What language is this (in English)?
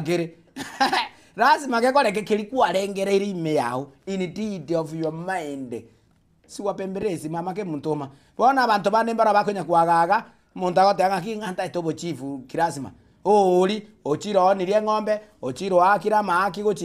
Gusii